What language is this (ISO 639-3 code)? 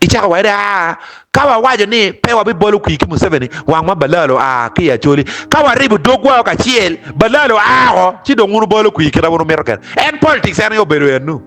ach